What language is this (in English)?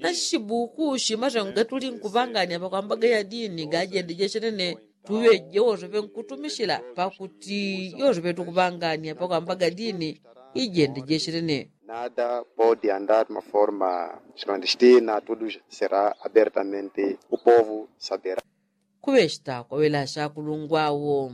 Yao